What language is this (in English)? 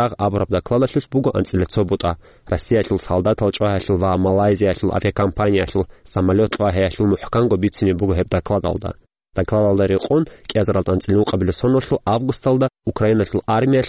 Avaric